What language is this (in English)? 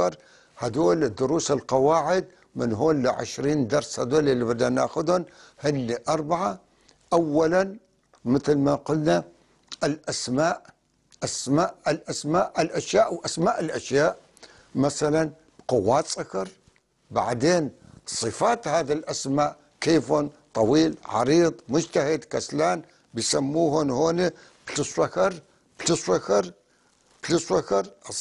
North Levantine Arabic